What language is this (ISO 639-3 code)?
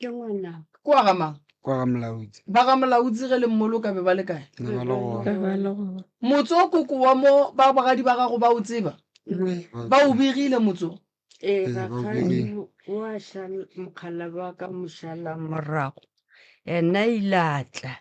nso